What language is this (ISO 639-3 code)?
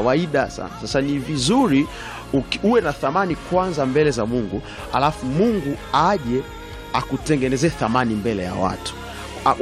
swa